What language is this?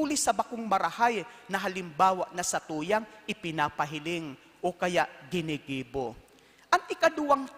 Bikol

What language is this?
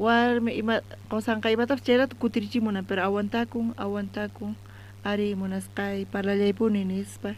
South Bolivian Quechua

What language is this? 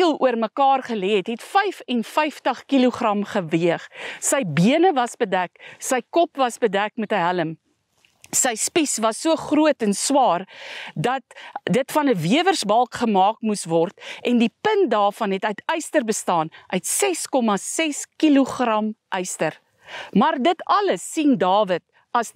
Afrikaans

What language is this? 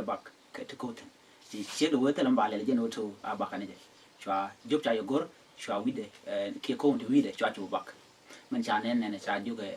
Nuer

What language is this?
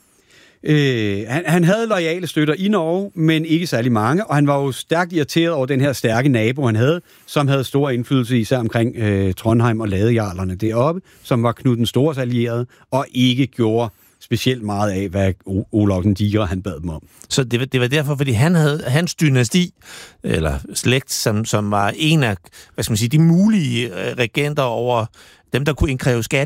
Danish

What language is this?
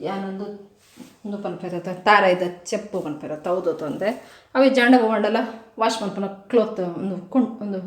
Tulu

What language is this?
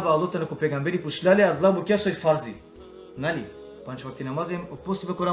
Balkan Romani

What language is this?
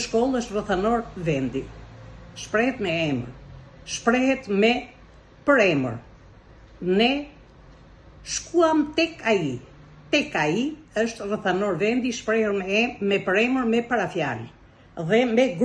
Albanian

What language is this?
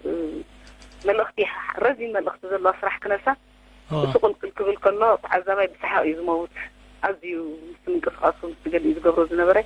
Tigrinya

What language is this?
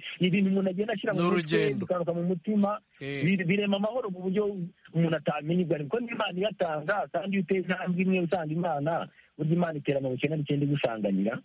Kinyarwanda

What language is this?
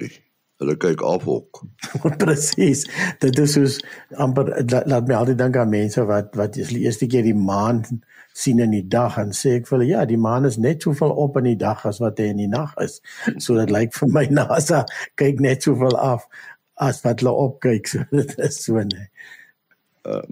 Afrikaans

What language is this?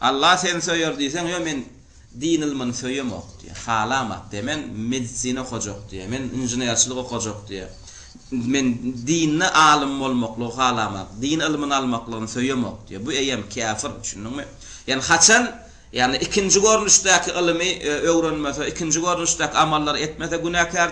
Turkmen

